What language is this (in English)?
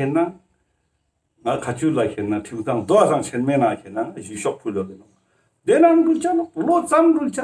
Ladakhi